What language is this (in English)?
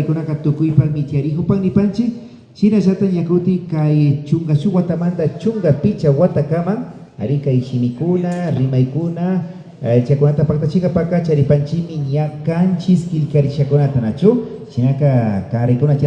Imbabura Highland Quichua